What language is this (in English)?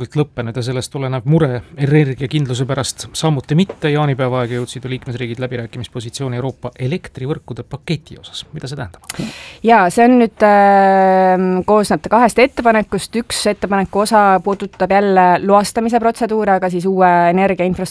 Estonian